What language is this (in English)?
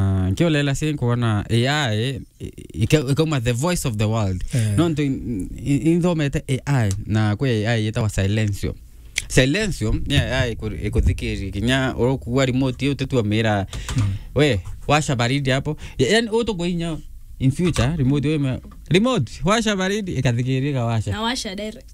Meru